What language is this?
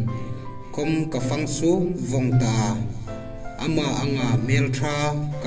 Hmar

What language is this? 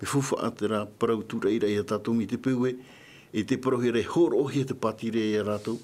Tahitian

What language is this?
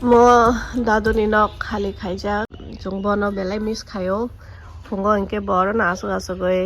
Kok Borok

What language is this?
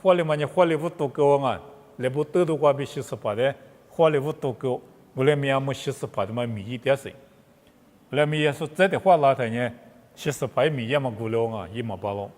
Lisu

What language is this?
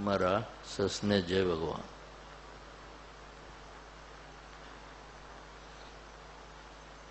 Gujarati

